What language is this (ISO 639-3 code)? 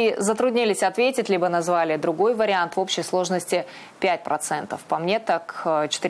rus